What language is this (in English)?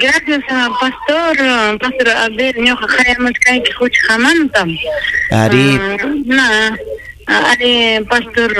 Ayacucho Quechua